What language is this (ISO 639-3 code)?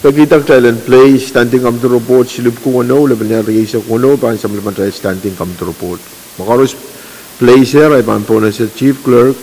pon